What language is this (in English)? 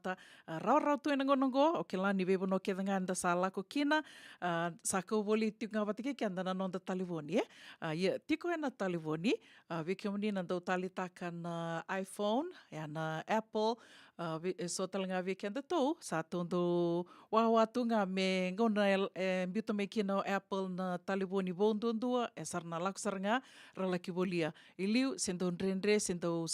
Fijian